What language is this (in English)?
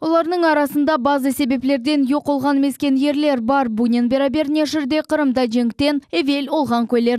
Crimean Tatar